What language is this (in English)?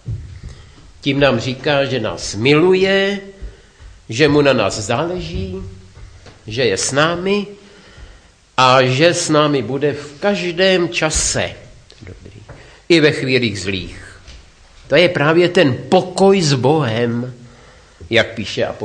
Czech